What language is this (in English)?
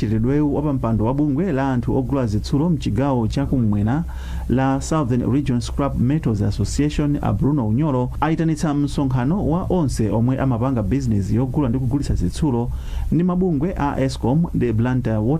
Nyanja